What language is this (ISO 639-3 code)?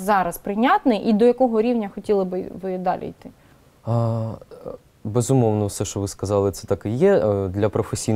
ukr